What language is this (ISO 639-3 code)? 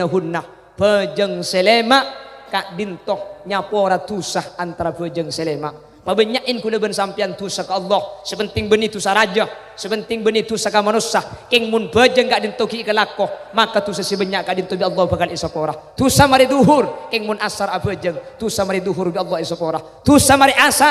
mad